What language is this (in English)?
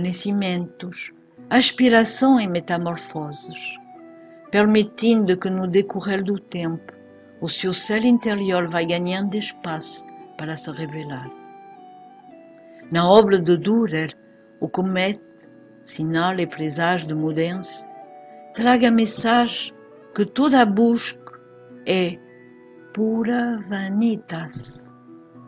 Portuguese